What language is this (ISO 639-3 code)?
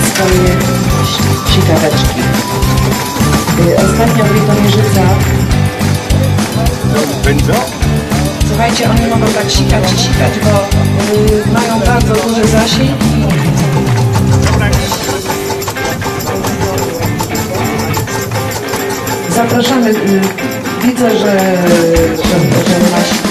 pol